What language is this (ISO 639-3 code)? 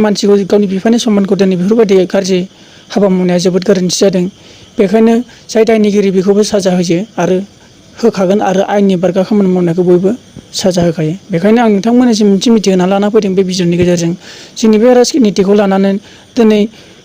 brx